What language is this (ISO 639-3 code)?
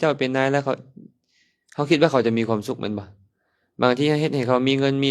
lao